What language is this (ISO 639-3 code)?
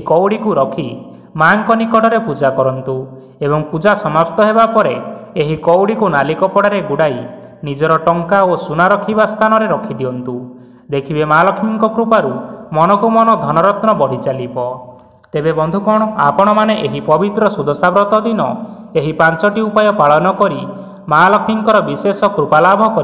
ori